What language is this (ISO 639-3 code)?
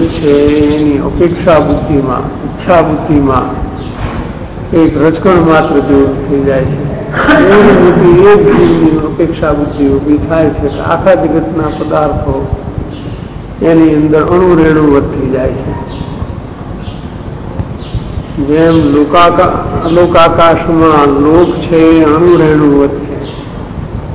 guj